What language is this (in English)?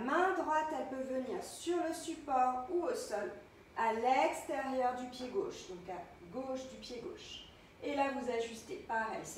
French